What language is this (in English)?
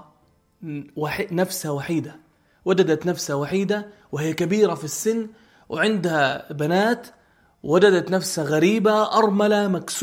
North Levantine Arabic